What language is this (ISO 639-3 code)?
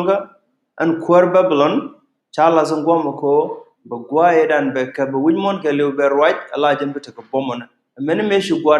nus